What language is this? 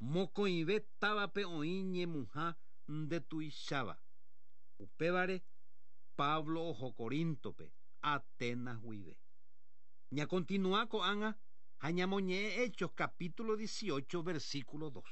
Guarani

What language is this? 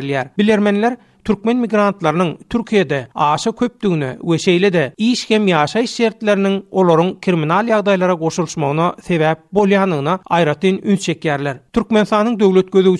Turkmen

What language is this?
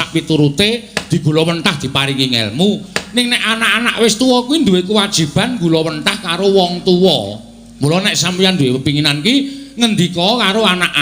Javanese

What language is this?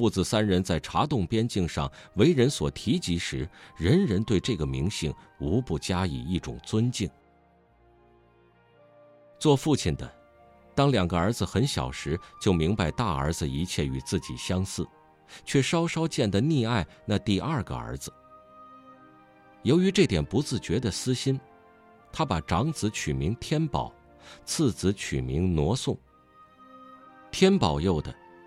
Chinese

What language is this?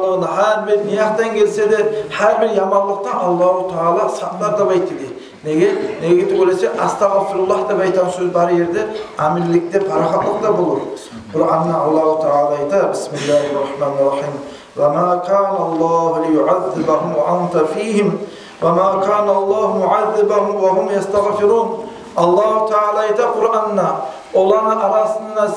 Kumyk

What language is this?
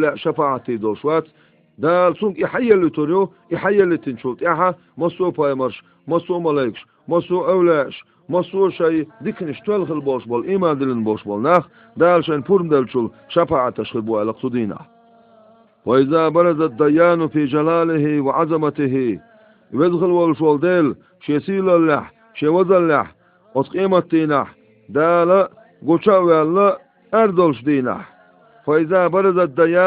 Chechen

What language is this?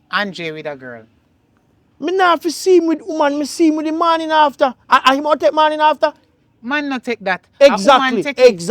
Jamaican Creole English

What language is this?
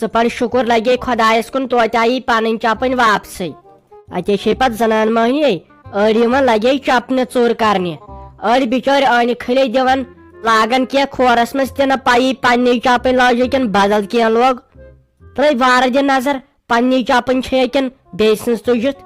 Kashmiri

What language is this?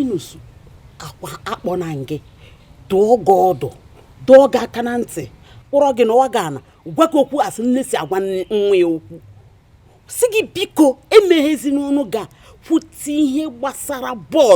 Igbo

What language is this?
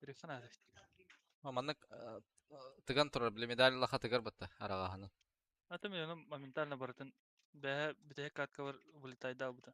Yakut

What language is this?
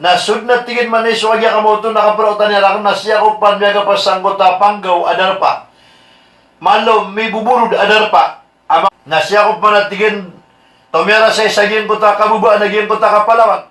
Maranao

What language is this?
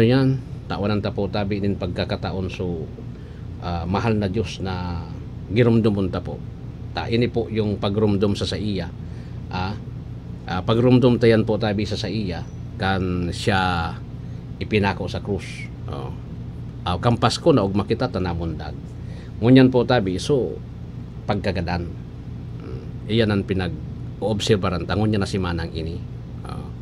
Bikol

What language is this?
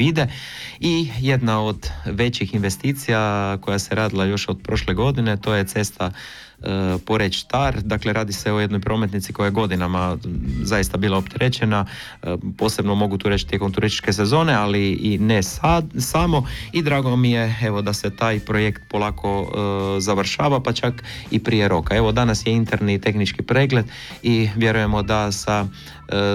Croatian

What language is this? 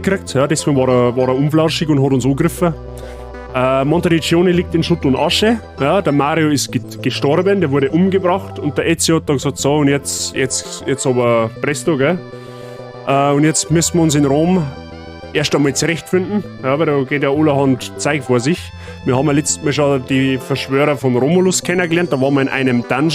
Bavarian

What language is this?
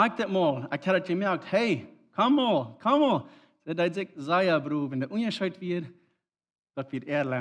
Plautdietsch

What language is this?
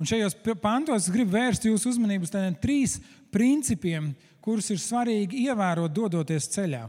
Latvian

